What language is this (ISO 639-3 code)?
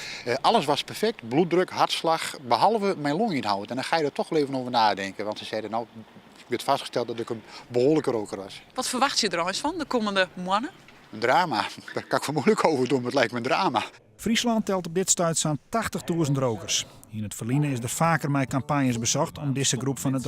fry